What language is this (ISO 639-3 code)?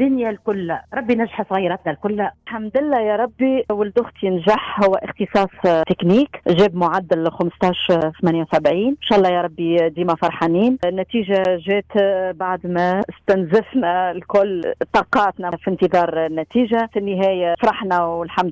aeb